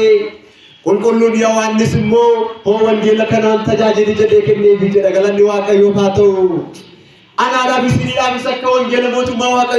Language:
Oromo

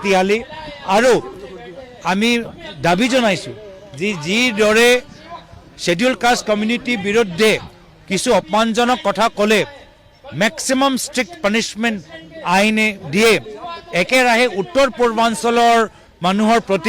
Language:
Assamese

